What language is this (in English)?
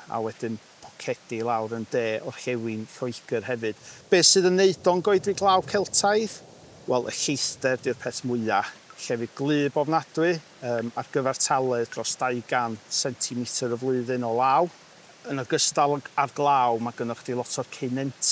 Welsh